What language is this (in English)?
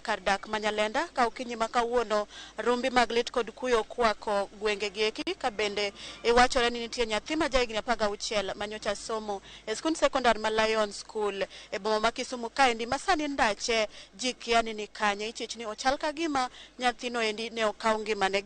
Luo (Kenya and Tanzania)